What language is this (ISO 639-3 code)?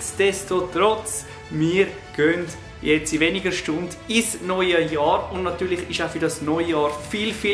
gsw